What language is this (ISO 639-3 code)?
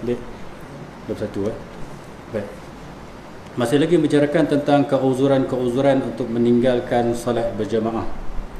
msa